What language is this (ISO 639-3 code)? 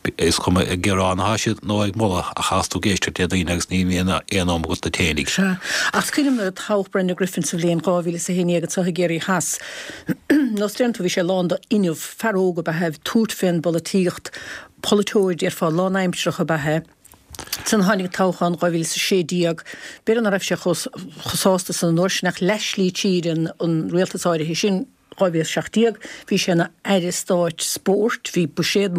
gle